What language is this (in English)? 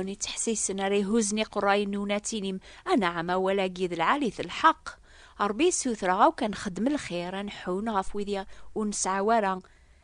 Kabyle